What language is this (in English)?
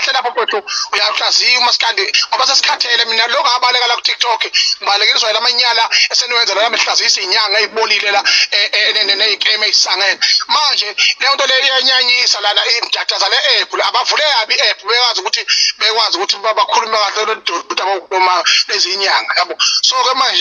Zulu